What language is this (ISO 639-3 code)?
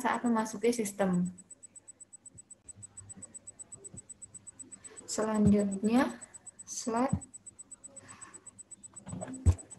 ind